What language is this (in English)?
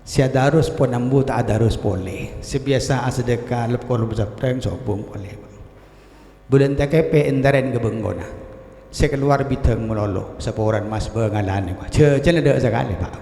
Madurese